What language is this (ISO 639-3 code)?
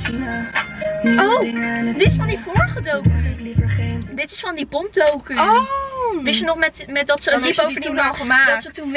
nld